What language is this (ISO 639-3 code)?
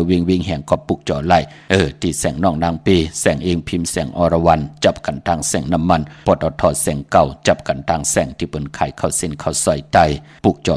shn